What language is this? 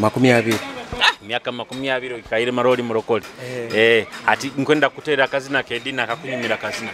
Nyoro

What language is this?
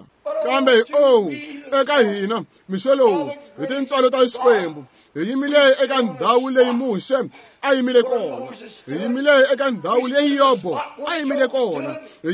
Tsonga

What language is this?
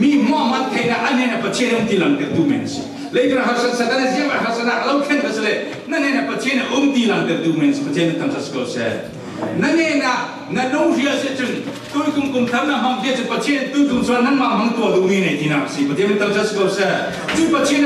Falam Chin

